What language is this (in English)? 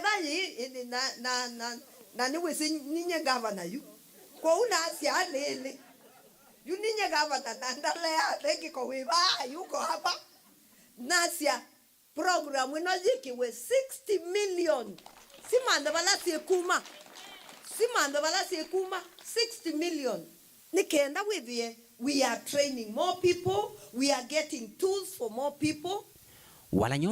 Kamba